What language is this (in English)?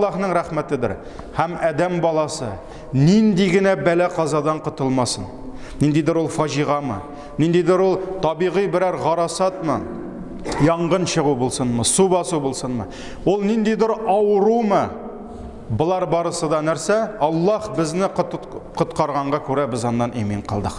Tatar